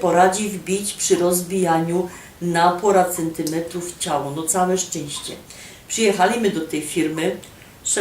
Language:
Silesian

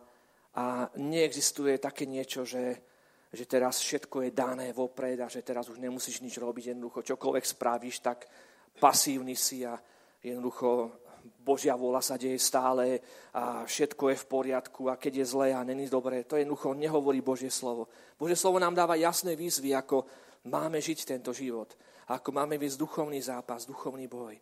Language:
Slovak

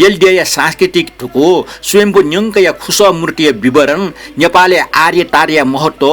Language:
Newari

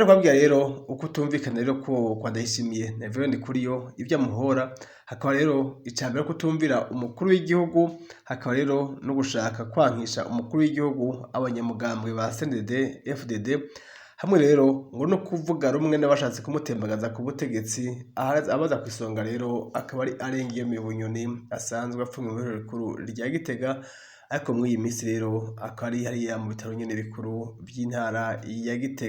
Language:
Rundi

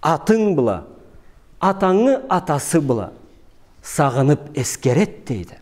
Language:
Karachay-Balkar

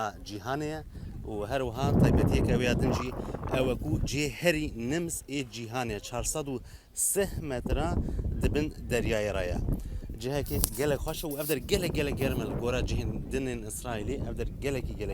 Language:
Kurdish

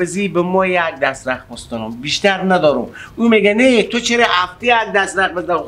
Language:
Persian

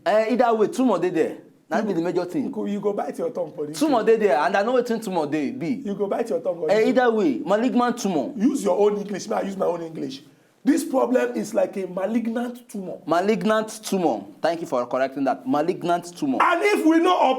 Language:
Nigerian Pidgin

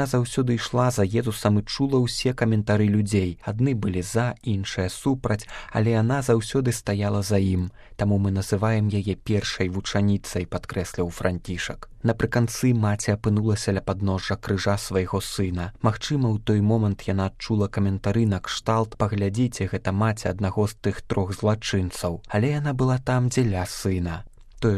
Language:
Belarusian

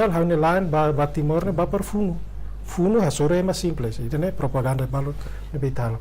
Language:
Tetum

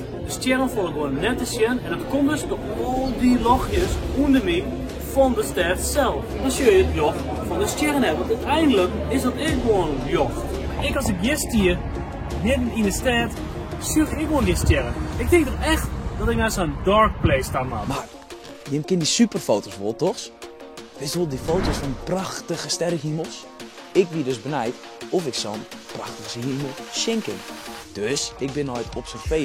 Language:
Western Frisian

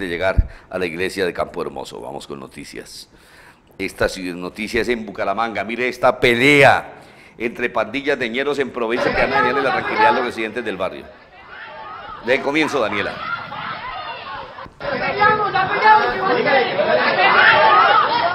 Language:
Spanish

